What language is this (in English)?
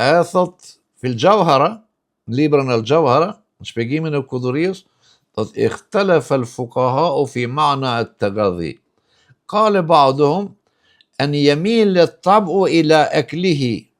Albanian